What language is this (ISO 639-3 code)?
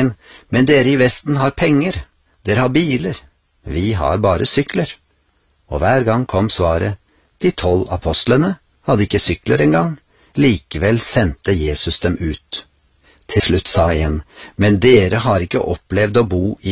nor